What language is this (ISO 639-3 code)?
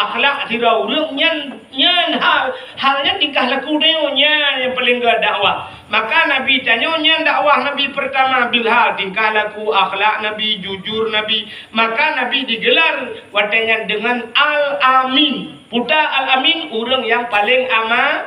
ace